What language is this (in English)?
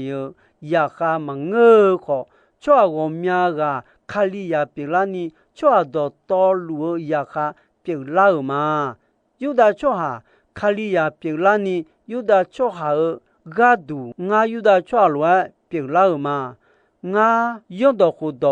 Akha